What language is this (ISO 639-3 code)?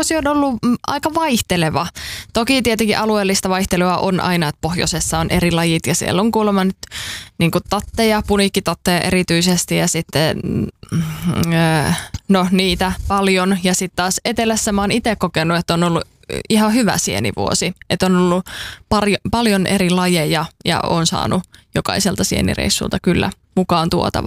fin